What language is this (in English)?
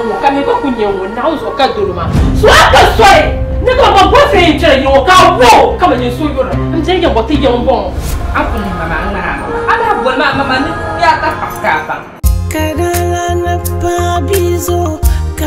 Dagbani